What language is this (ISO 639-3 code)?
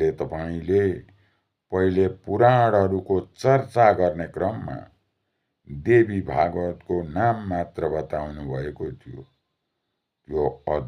nep